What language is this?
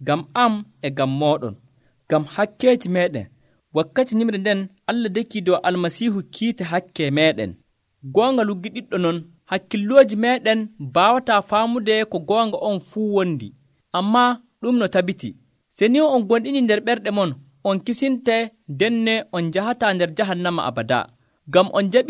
Nigerian Fulfulde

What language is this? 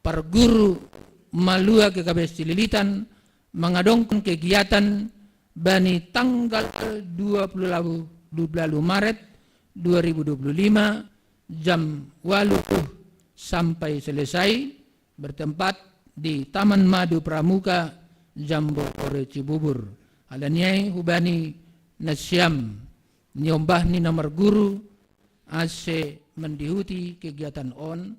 Batak Simalungun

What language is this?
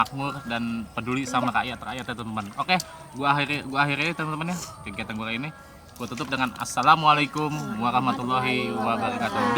Betawi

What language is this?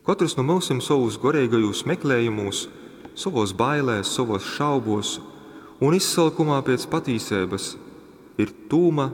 Latgalian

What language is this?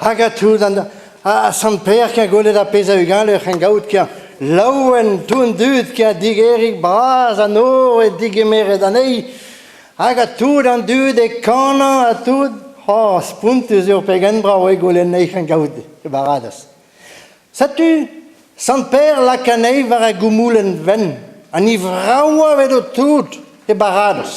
Breton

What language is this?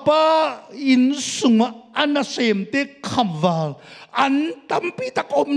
Tedim Chin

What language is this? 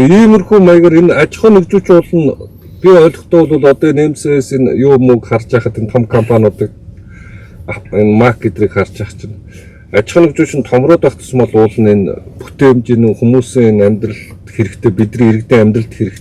Mongolian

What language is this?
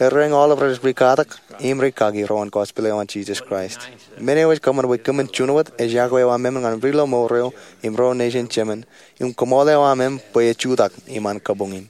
Marshallese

